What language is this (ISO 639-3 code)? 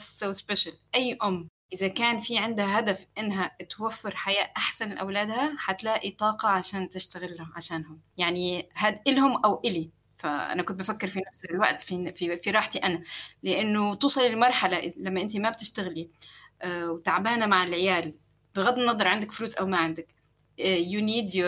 apc